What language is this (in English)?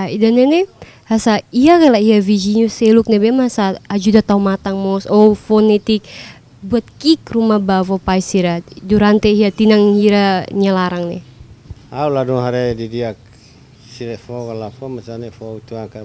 Tetum